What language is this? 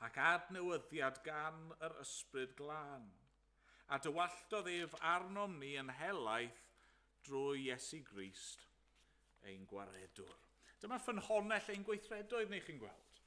Welsh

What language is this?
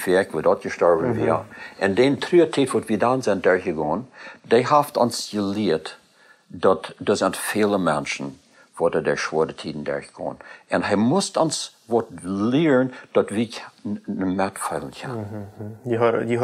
Plautdietsch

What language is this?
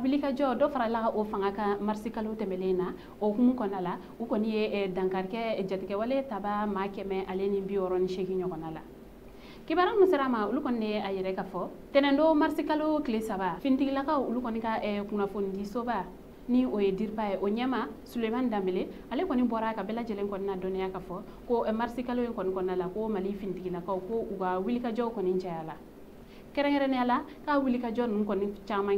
Bambara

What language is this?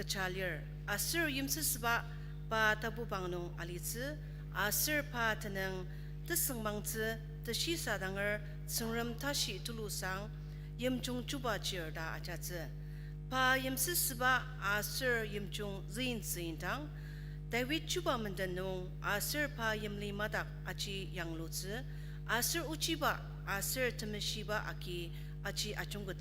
Ao Naga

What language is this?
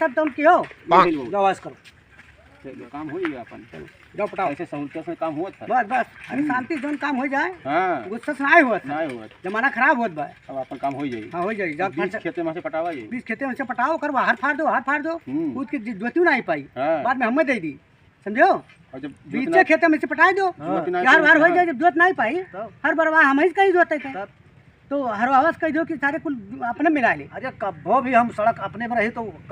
Awadhi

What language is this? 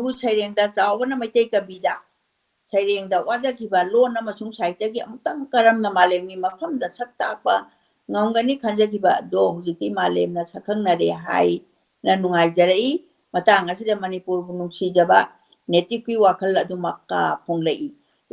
Manipuri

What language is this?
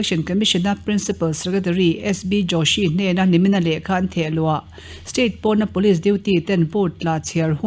Mizo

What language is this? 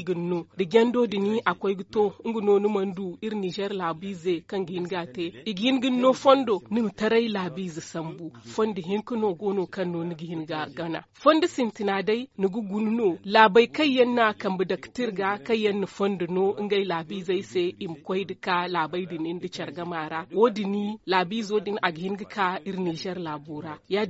Zarma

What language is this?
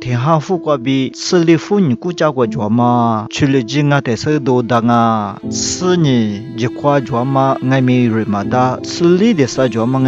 Lisu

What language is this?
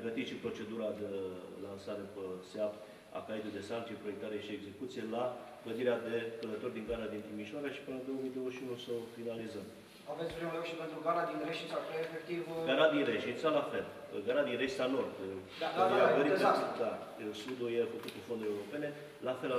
Romanian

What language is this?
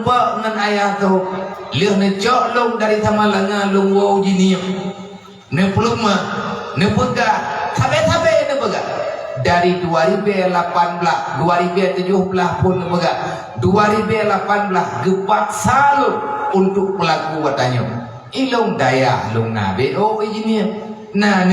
Achinese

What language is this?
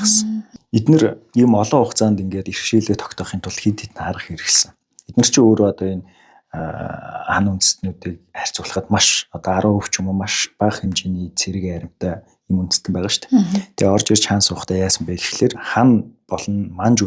Mongolian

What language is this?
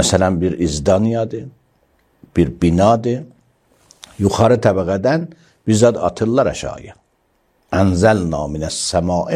Azerbaijani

